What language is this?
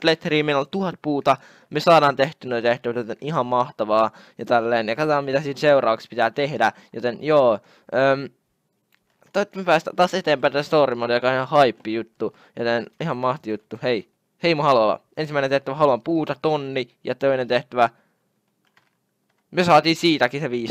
Finnish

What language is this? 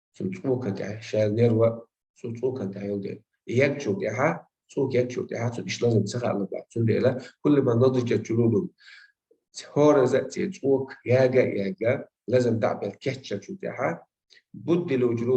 Chechen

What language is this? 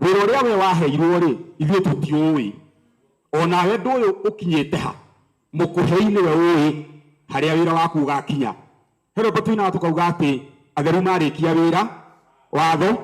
Kikuyu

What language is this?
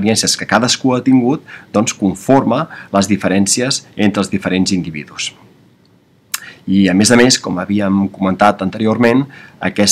Catalan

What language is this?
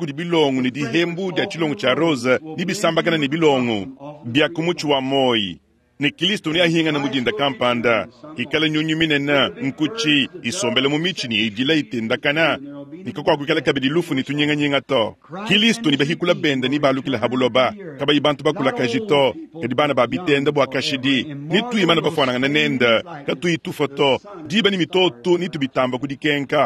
Luba-Lulua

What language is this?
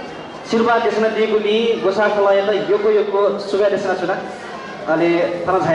Newari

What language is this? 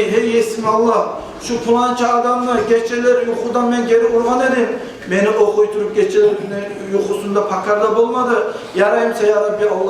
Kumyk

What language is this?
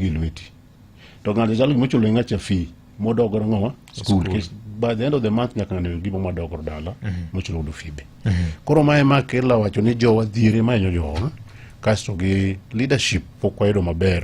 Luo (Kenya and Tanzania)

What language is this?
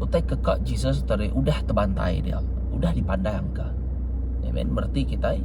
Iban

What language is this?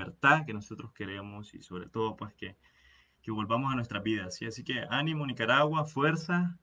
Spanish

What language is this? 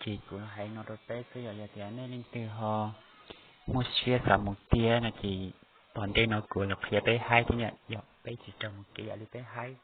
Hmong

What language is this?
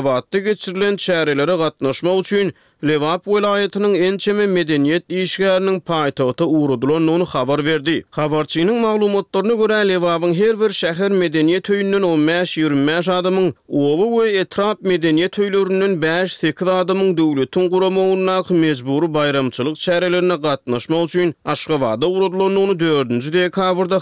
Turkmen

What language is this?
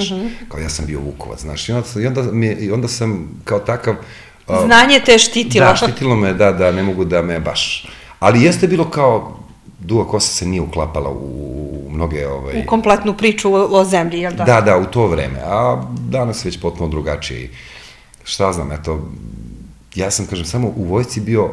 Serbian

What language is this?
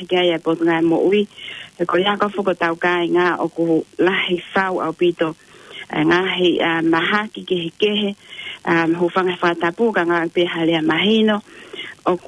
Tongan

